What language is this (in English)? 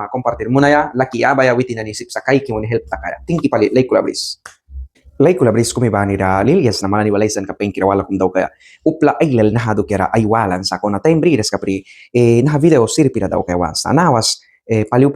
Mískito